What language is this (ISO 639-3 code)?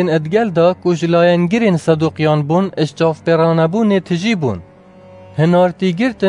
kur